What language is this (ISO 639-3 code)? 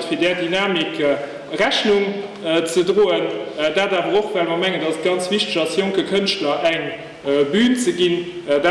ltz